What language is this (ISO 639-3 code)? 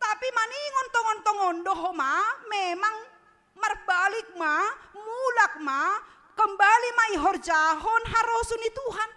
bts